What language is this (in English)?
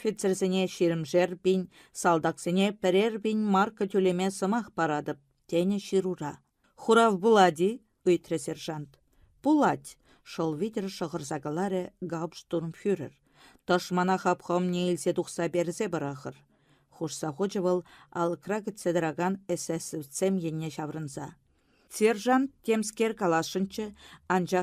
Chuvash